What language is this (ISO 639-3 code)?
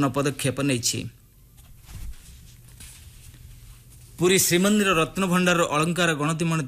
ori